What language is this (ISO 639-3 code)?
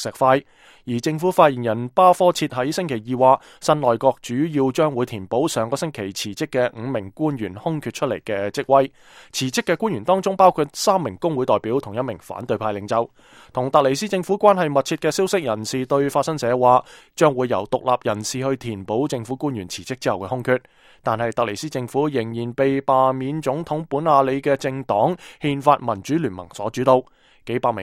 yue